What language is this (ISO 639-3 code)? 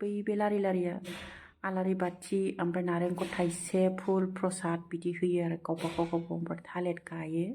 brx